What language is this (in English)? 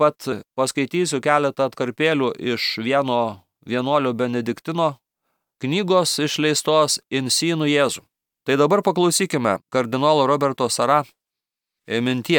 Lithuanian